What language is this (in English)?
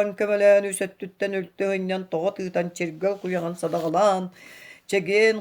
Yakut